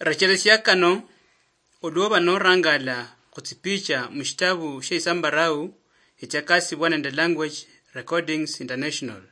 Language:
Luyia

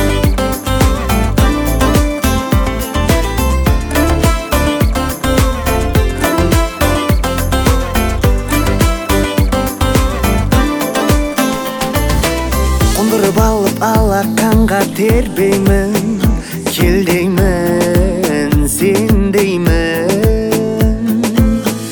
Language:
Kazakh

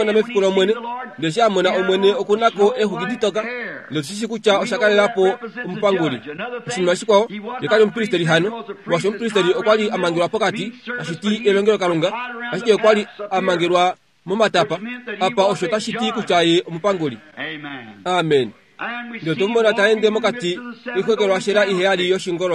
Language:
Kuanyama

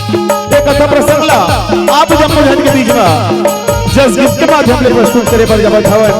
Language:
Chhattisgarhi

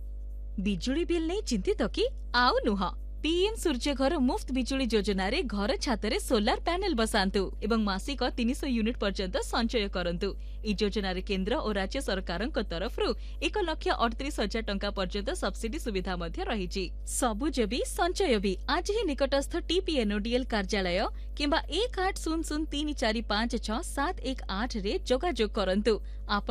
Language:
Odia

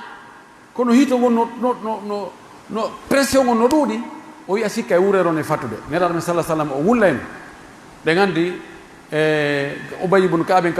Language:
Pular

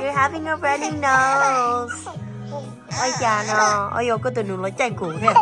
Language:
Hmong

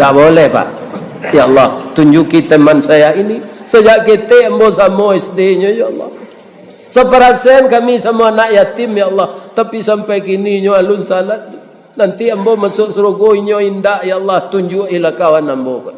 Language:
Minangkabau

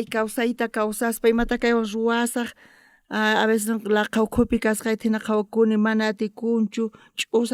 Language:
South Bolivian Quechua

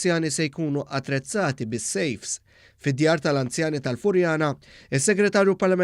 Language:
Maltese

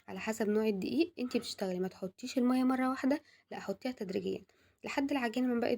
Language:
Egyptian Arabic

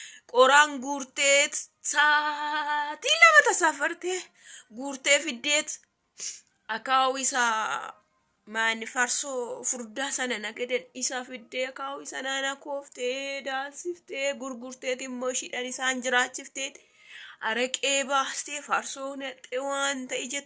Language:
Oromo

